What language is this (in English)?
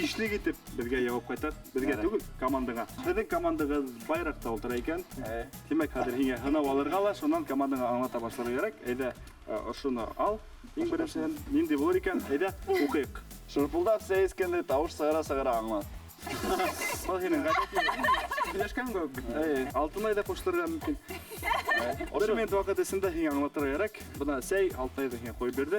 Bashkir